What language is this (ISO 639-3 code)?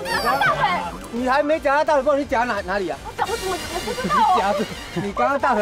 zho